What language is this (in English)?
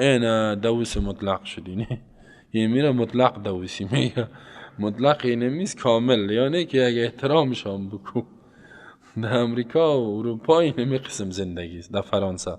Persian